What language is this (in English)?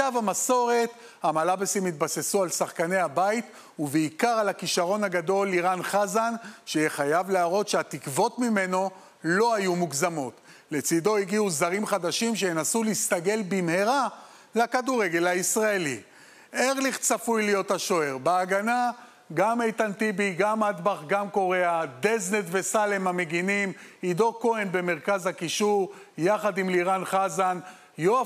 Hebrew